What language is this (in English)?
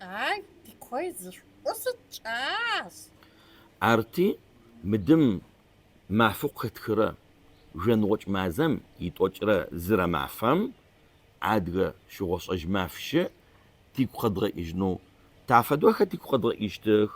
Adyghe